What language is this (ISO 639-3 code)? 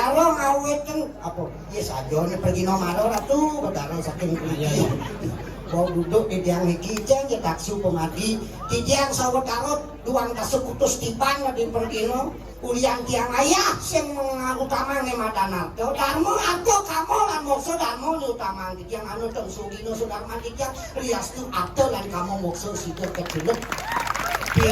ban